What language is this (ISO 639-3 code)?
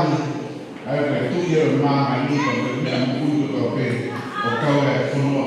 ton